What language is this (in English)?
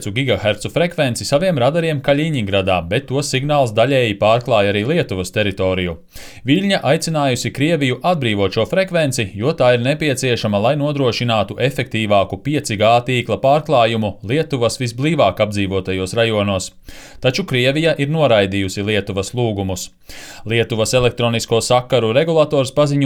Latvian